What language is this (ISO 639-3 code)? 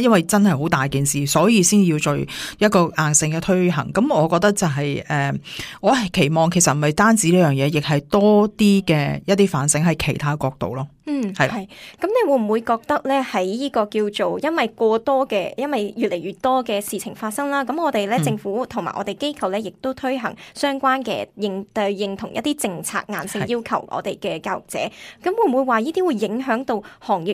yue